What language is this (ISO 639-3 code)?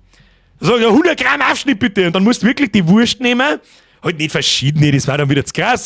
bar